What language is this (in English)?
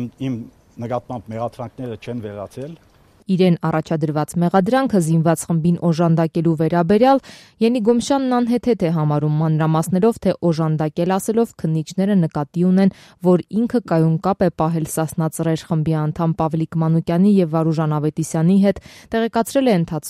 Armenian